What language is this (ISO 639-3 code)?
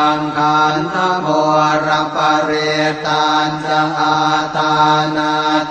pli